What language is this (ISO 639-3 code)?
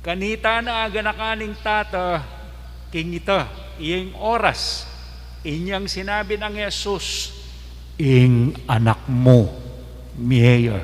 pam